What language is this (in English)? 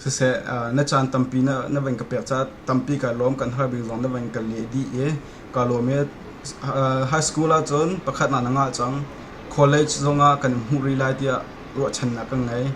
Hakha Chin